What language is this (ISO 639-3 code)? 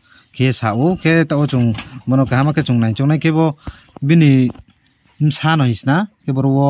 ria